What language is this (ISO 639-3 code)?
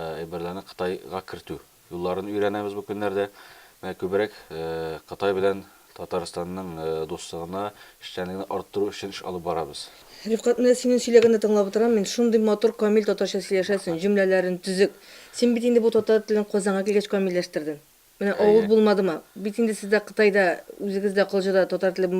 tat